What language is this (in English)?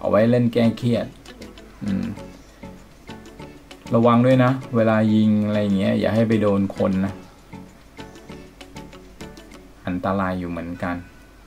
Thai